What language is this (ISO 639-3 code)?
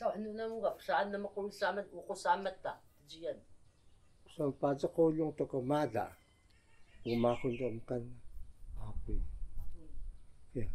trv